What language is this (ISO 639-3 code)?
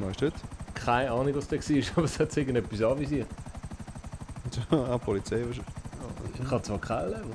gsw